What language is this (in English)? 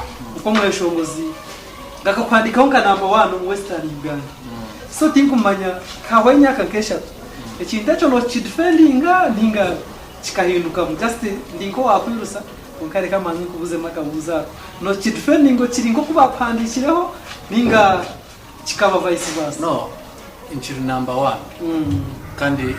Nyankole